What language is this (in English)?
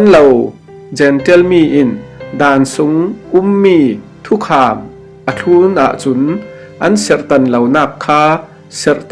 Falam Chin